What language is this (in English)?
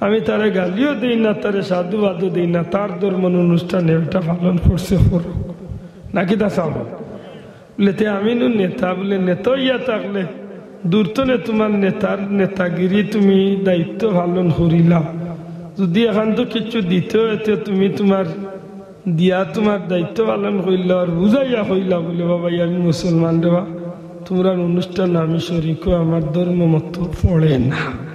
Sylheti